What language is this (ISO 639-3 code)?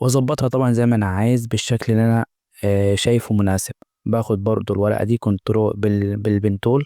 arz